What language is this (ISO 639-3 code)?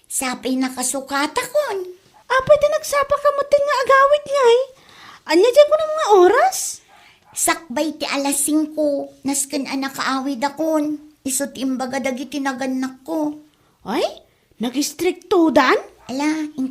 ilo